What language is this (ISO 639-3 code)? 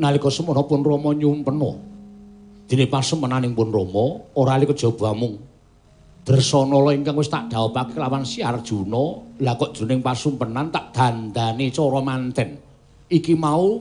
jav